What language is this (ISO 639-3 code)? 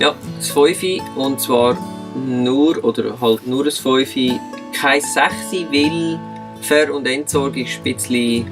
gsw